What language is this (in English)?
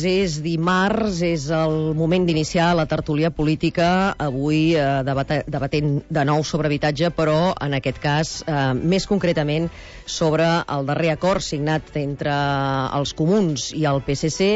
Catalan